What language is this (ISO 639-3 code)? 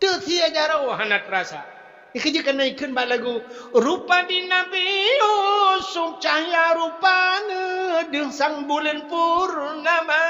ace